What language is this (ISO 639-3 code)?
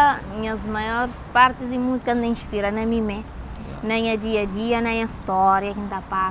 kea